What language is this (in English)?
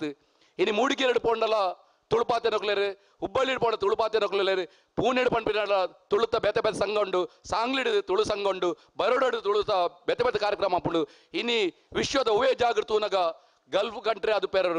Tulu